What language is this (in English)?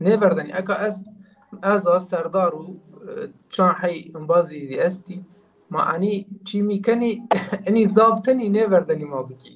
Zaza